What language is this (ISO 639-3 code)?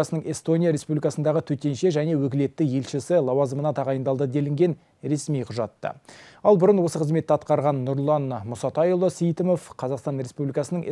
kaz